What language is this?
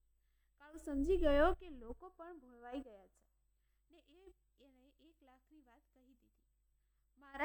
Gujarati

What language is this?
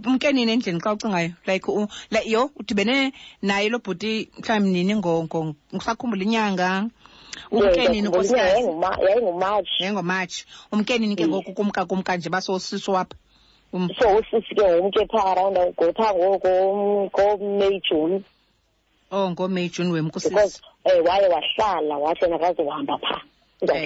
Xhosa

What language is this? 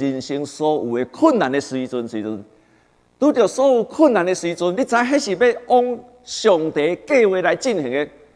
Min Nan Chinese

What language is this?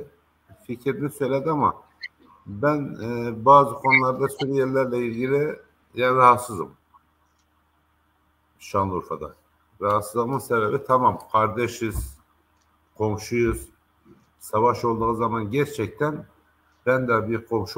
Turkish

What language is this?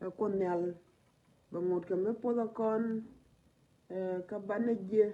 Nuer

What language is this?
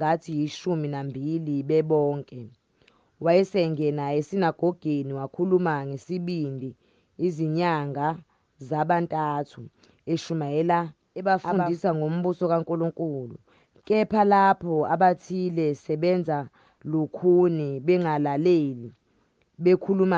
Zulu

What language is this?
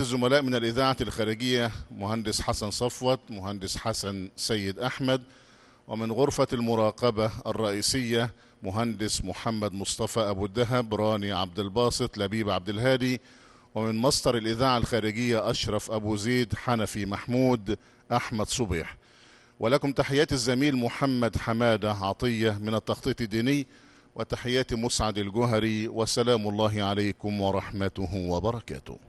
Arabic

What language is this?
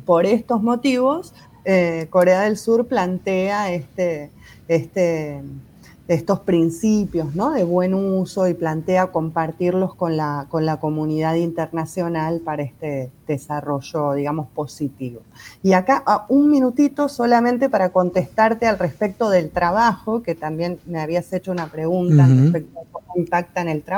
Spanish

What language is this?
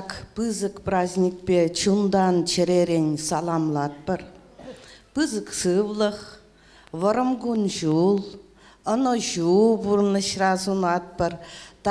Chuvash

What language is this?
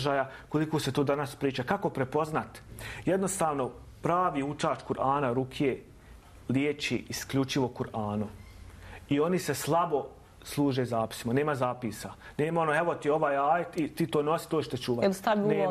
Bosnian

